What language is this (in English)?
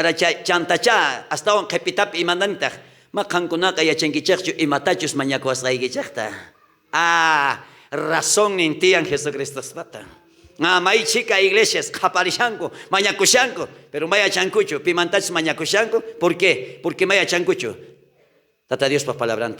South Bolivian Quechua